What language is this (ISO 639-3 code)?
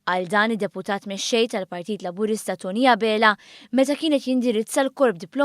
mlt